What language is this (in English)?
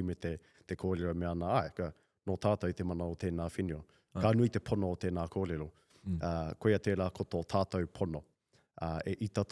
Māori